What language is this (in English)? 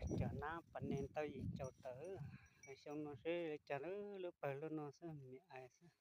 Hmong